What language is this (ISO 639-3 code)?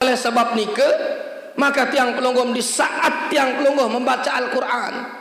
sas